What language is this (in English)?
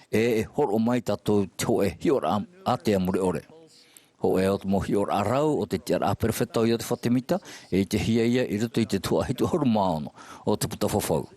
Tahitian